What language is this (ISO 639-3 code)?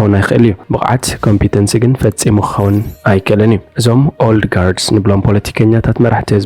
tir